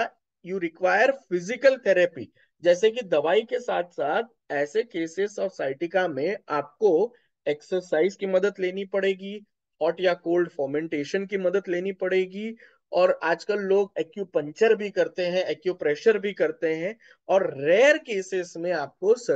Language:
Hindi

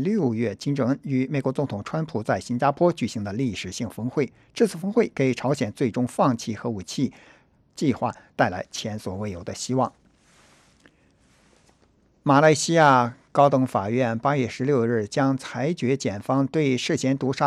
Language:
Chinese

